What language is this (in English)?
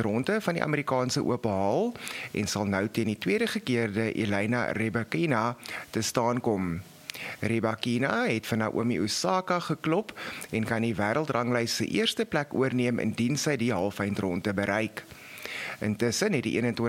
Afrikaans